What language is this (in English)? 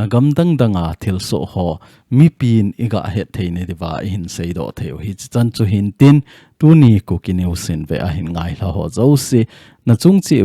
Thado Chin